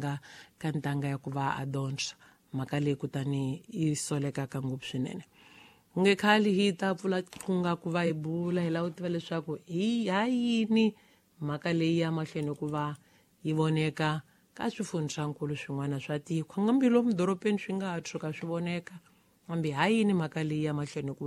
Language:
Tsonga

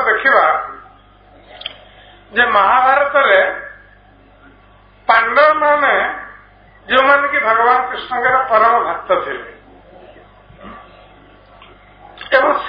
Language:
Odia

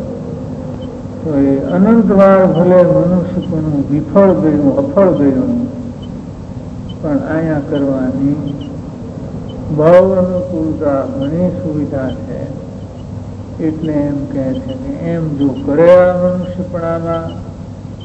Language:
Gujarati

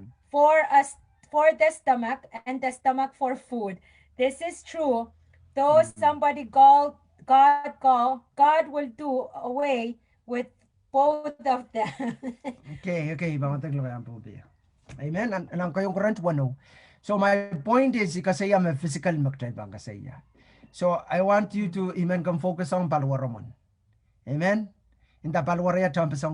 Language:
Pohnpeian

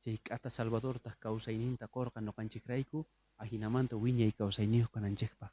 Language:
South Bolivian Quechua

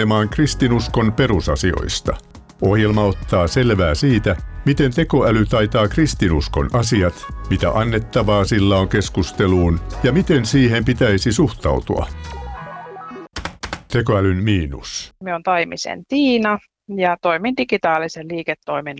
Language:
Finnish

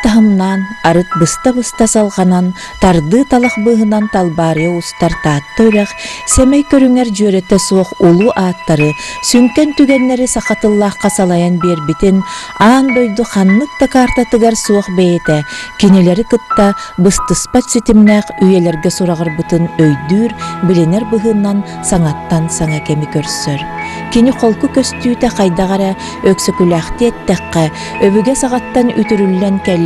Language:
Yakut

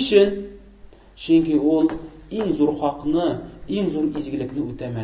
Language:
Tatar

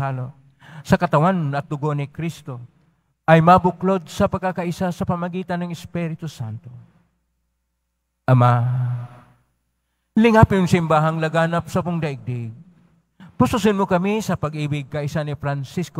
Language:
Filipino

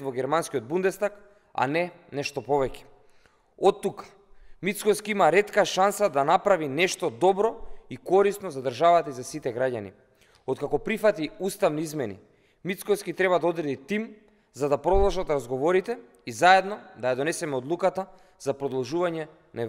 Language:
Macedonian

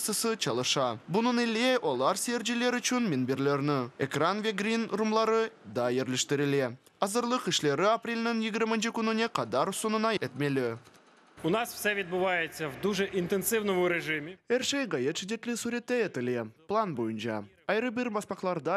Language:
Crimean Tatar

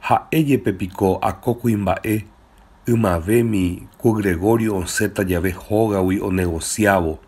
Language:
Guarani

